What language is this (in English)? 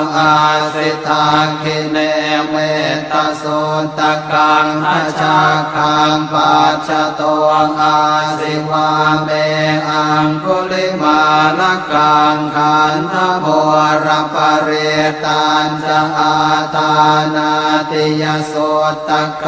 Pali